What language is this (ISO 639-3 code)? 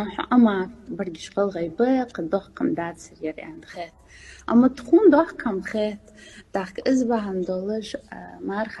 inh